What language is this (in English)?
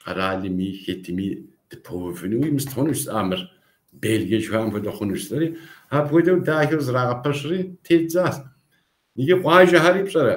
Kabardian